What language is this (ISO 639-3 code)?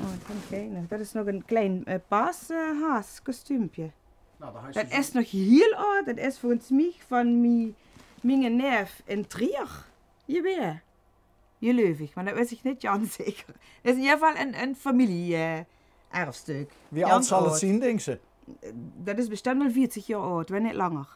lim